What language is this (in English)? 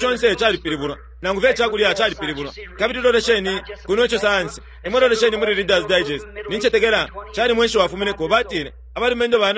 Bemba